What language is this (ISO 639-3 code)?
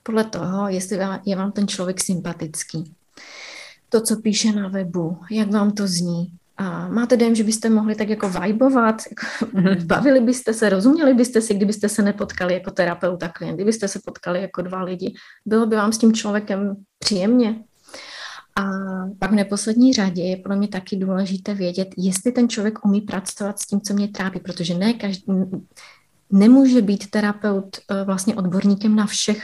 ces